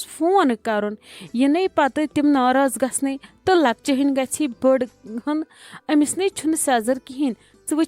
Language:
Kashmiri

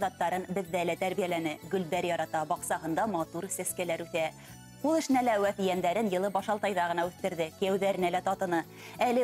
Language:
Bashkir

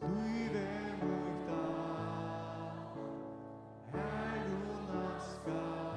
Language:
Faroese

